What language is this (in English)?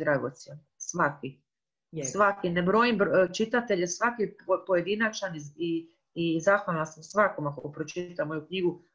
Croatian